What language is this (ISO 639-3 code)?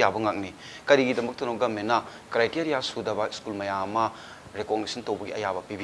mni